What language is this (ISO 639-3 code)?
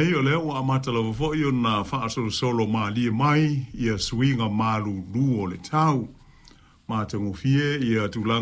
smo